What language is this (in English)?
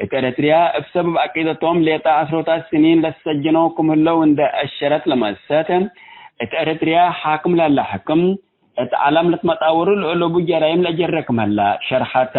Tigre